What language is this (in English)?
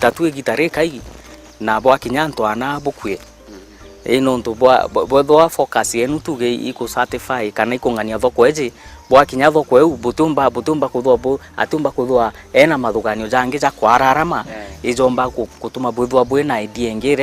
Meru